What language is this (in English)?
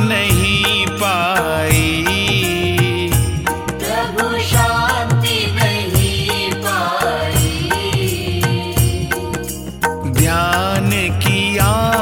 Hindi